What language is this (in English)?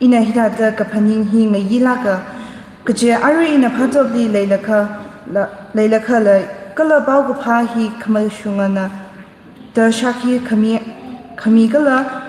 Tangkhul Naga (India)